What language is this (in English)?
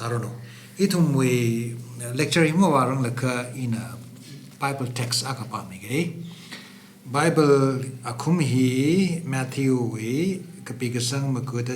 Tangkhul Naga (India)